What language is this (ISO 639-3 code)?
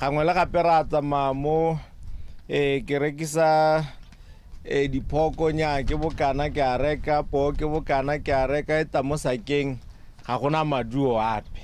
tsn